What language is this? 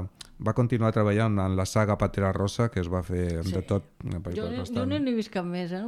Catalan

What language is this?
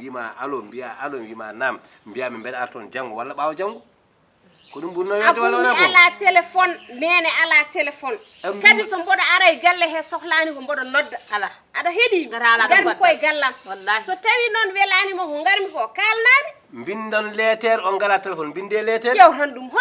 Fula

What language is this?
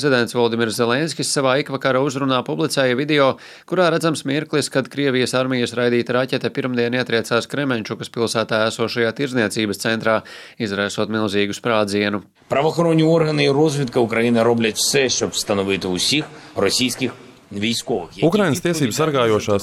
Latvian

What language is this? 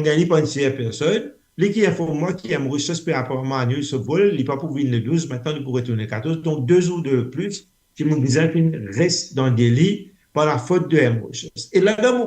Morisyen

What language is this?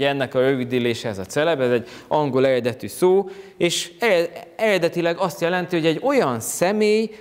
Hungarian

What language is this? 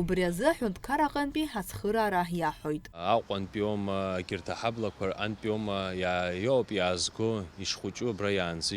Abkhazian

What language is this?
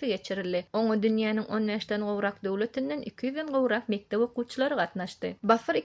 Turkmen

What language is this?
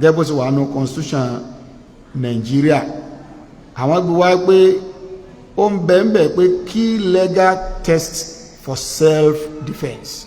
Yoruba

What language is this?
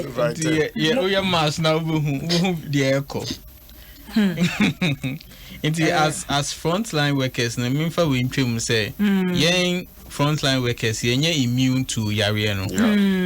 Akan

